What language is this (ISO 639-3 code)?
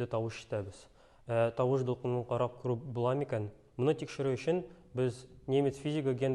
tat